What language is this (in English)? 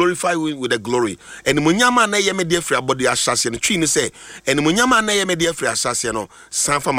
Akan